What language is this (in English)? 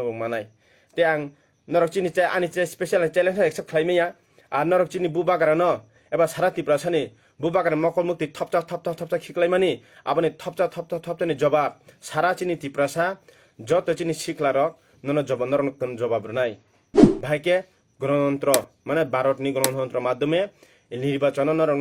Kok Borok